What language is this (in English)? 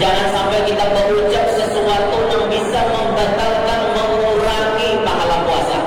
Banjar